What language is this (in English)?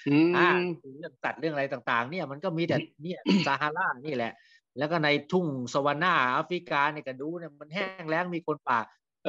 Thai